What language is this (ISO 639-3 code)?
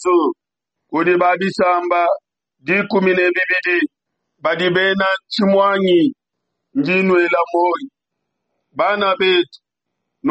lua